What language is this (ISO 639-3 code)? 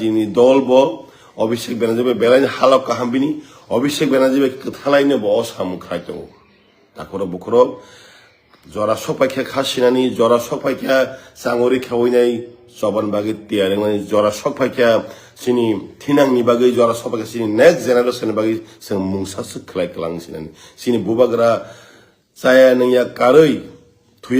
trp